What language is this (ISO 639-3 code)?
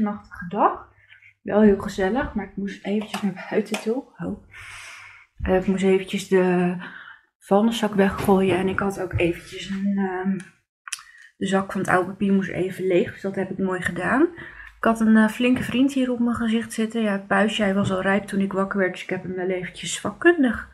nld